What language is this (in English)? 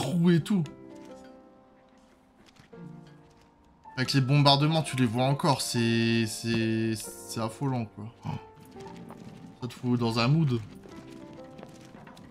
French